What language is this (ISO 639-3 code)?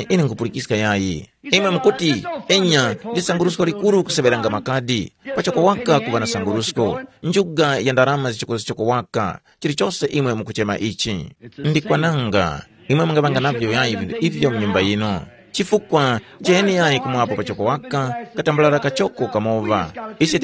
tum